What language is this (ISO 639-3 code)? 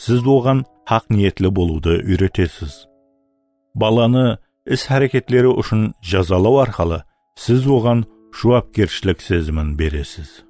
kaa